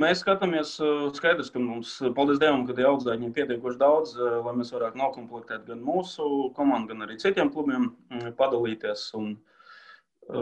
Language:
Latvian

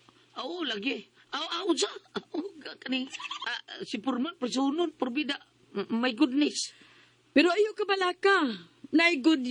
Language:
Cebuano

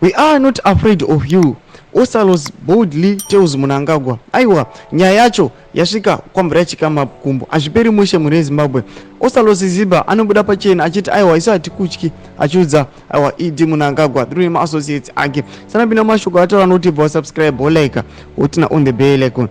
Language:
Shona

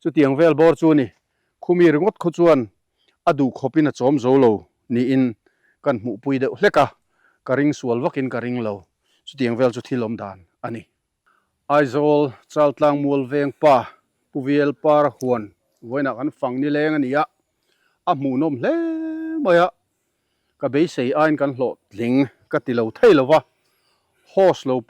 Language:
Mizo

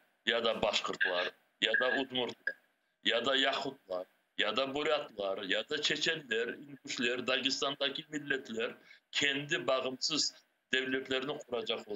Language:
Crimean Tatar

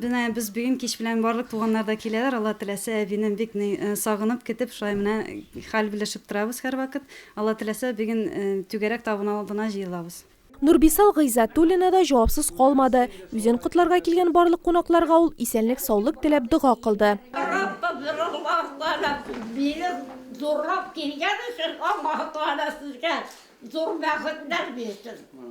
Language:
Tatar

